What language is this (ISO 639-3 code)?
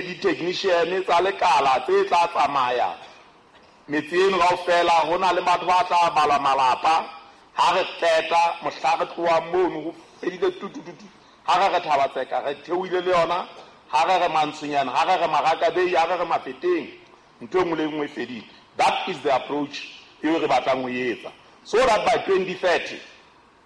sot